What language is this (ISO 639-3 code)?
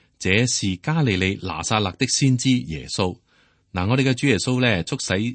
yue